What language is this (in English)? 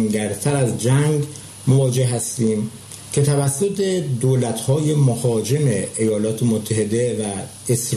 Persian